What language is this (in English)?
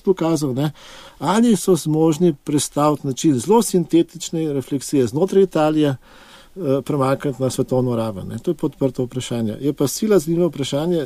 Slovenian